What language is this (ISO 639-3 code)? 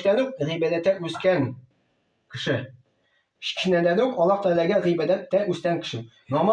tat